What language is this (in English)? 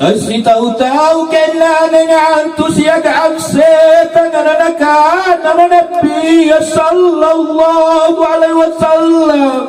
Makasar